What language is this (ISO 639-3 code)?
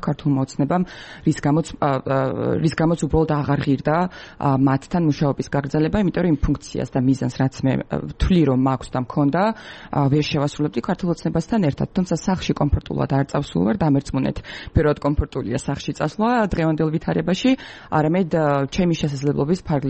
kat